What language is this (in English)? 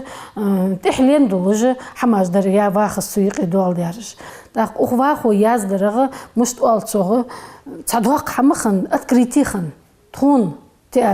Ingush